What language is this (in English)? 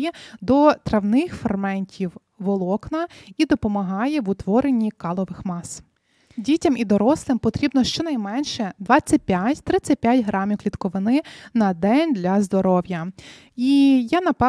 Ukrainian